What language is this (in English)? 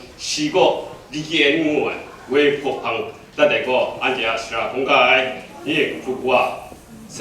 Kachin